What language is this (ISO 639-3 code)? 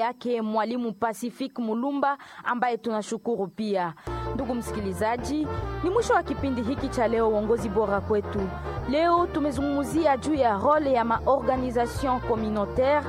swa